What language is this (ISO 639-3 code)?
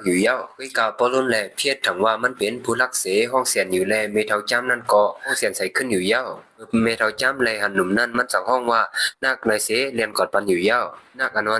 shn